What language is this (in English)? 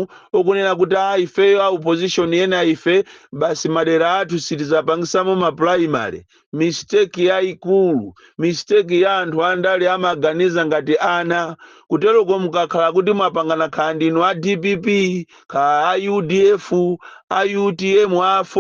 Nyanja